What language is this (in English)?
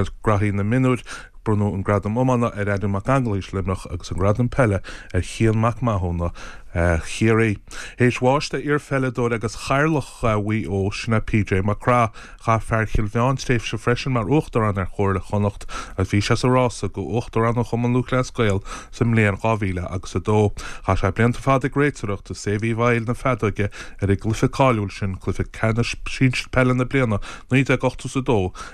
Irish